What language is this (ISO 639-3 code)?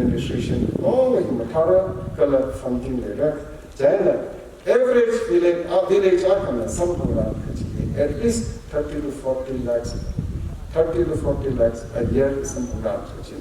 nmf